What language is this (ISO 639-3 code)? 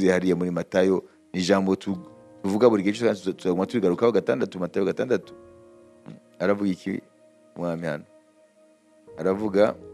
kin